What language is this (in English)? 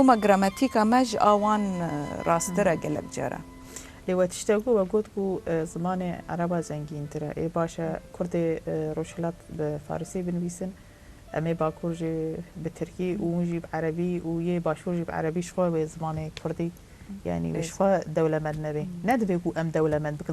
Kurdish